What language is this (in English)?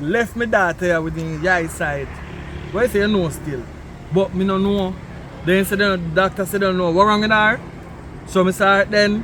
Jamaican Creole English